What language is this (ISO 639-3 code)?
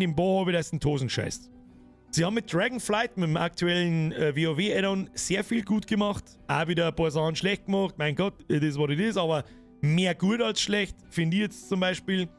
bar